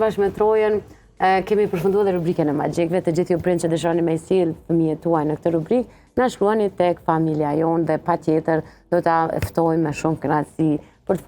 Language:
Albanian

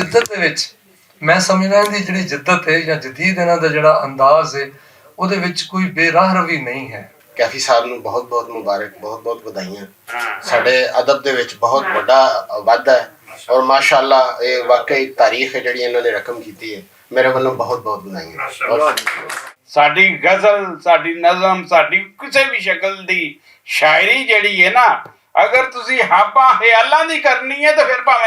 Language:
Western Panjabi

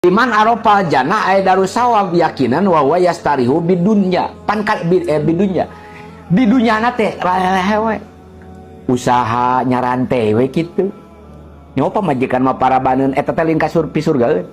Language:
Sundanese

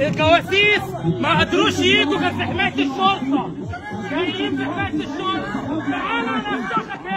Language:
Egyptian Arabic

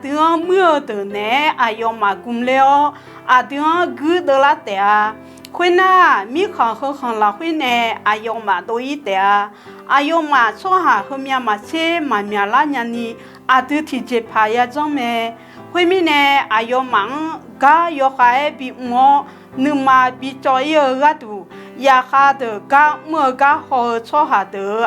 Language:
Akha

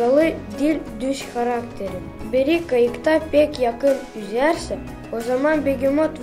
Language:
Gagauz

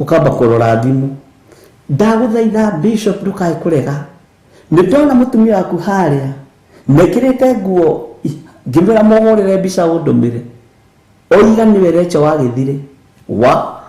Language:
Kikuyu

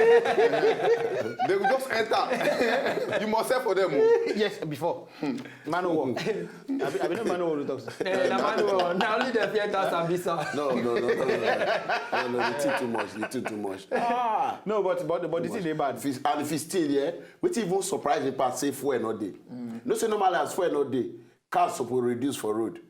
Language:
Nigerian Pidgin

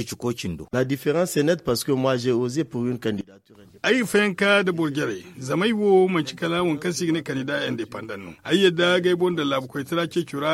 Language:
Zarma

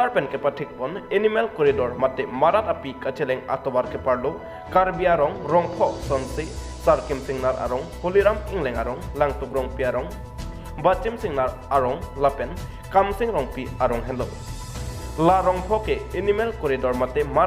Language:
Karbi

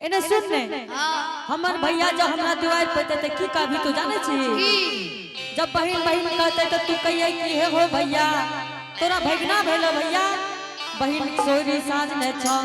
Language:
Angika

